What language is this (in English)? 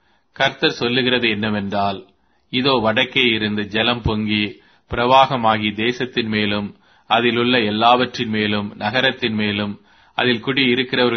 Tamil